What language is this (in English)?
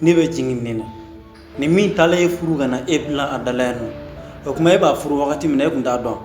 Bambara